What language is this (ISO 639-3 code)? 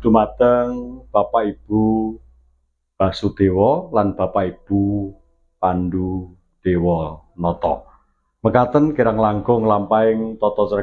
jav